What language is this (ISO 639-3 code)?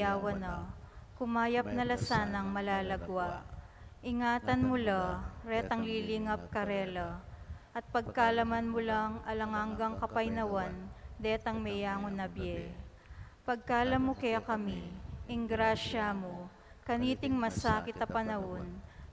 pam